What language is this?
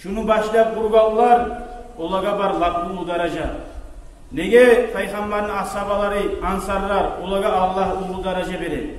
Kumyk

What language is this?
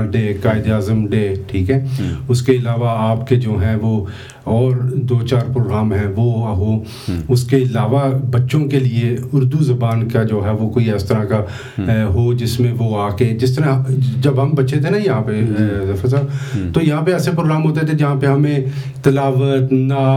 Urdu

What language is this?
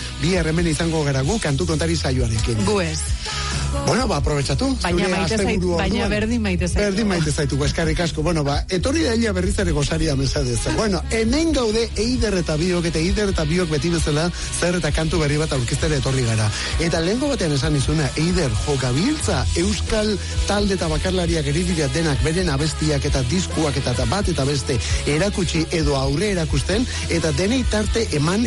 Basque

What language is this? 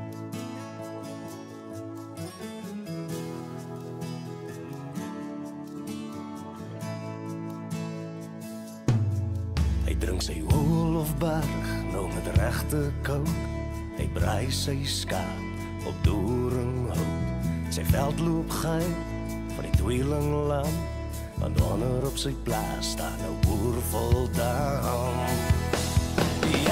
Afrikaans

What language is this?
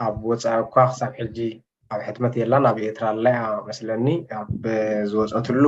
Tigrinya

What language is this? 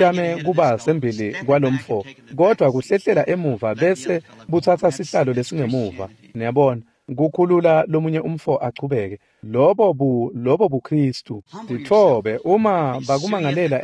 Swati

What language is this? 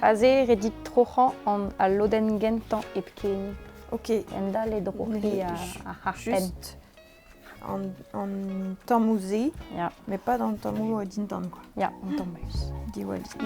Breton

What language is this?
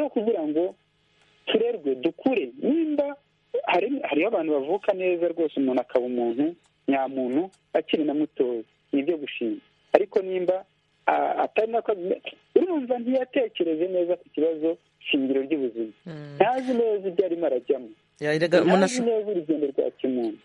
Kinyarwanda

